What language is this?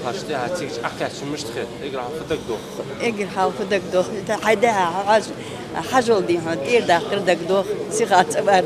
Ingush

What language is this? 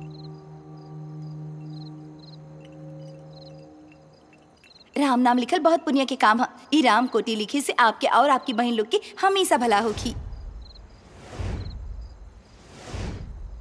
Bhojpuri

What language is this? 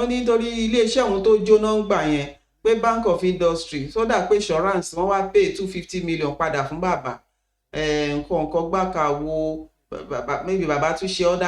Yoruba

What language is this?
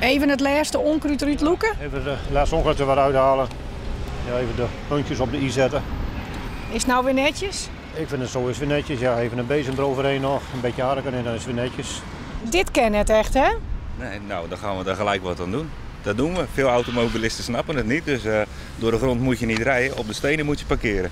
Western Frisian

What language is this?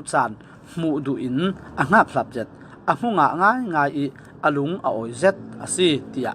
Falam Chin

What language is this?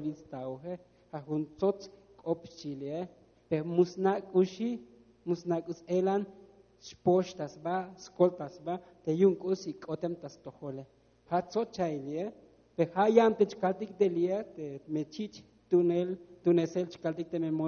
Tzotzil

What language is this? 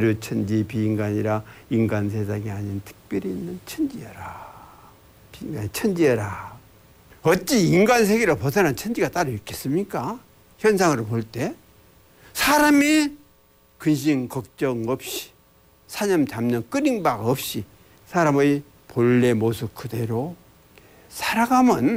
Korean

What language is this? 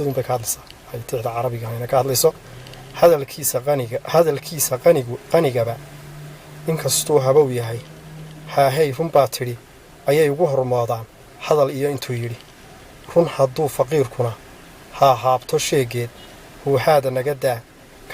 Somali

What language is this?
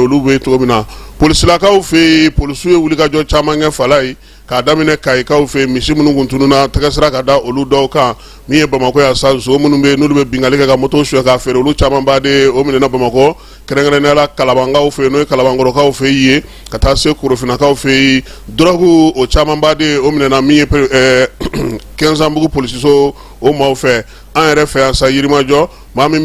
Bambara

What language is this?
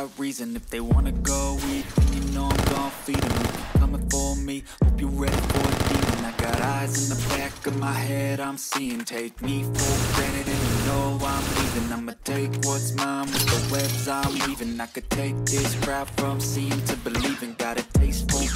English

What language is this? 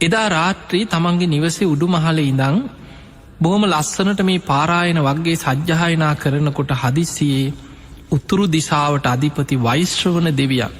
Sinhala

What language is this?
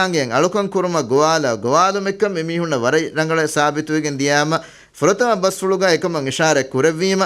Divehi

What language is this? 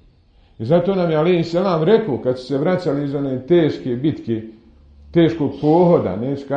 Bosnian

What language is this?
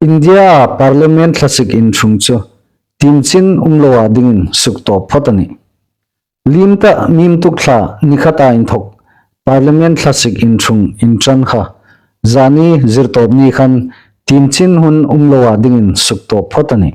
Hmar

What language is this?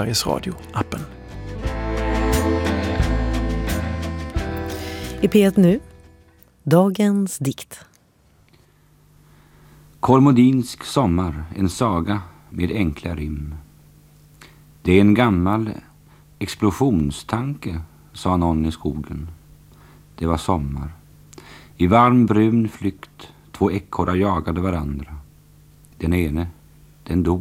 Swedish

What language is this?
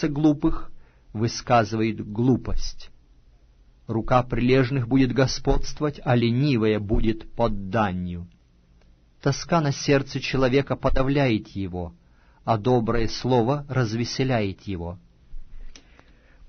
Russian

